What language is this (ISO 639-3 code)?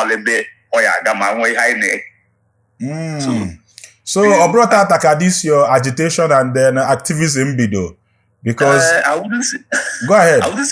ibo